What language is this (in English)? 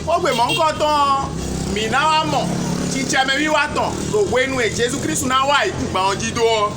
Fon